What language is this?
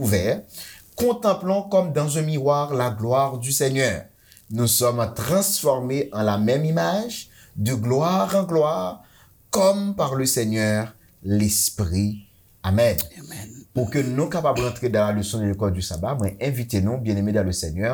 Haitian Creole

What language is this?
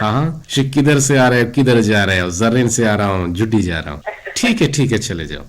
Eastern Balochi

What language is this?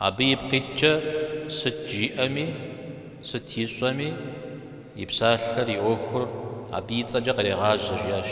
Kabardian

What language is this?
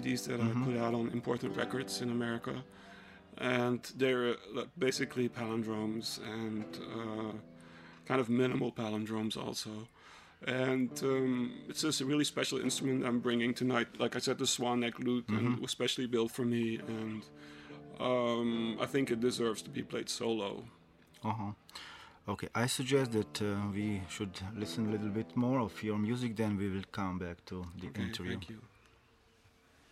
English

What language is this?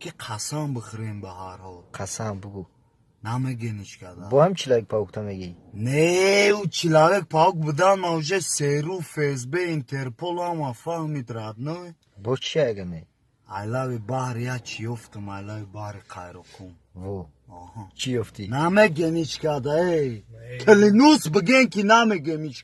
Tajik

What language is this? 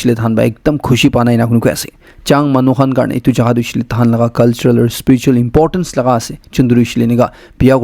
Naga Pidgin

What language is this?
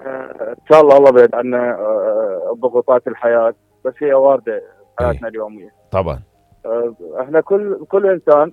Mesopotamian Arabic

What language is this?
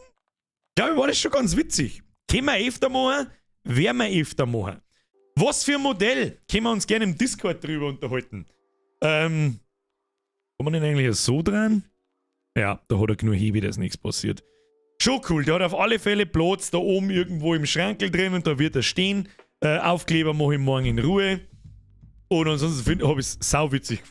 Bavarian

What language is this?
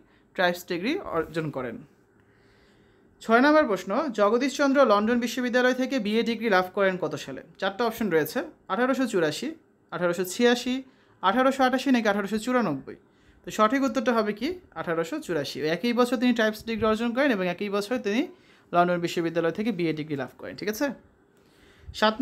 Bangla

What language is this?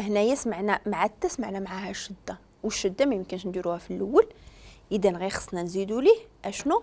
Moroccan Arabic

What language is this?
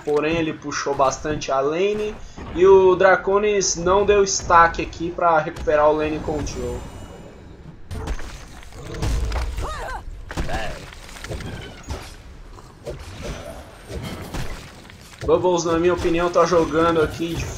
Portuguese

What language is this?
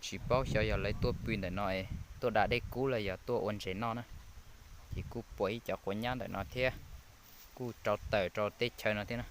Hmong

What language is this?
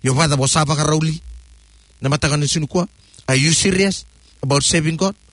Fijian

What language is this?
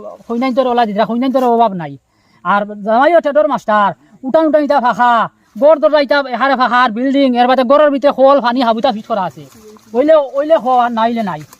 Sylheti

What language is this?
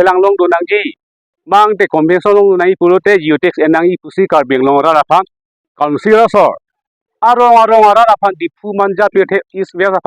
Karbi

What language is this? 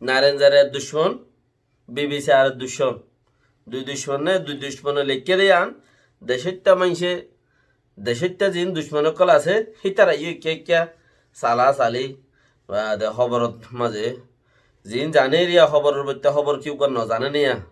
Rohingya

